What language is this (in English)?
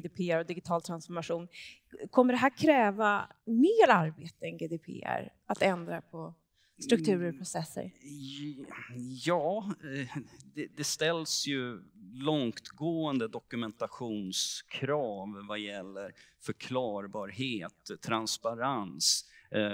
Swedish